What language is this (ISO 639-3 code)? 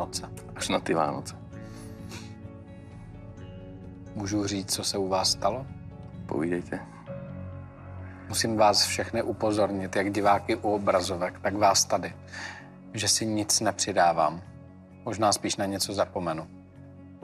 ces